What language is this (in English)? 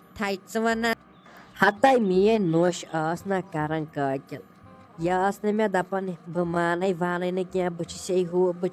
Kashmiri